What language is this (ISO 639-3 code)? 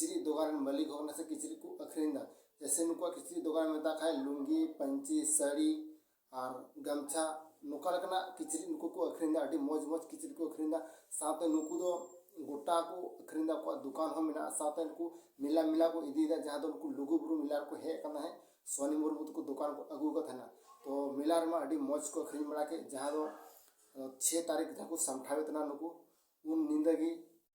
sat